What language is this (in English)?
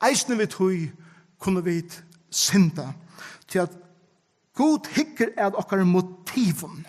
Faroese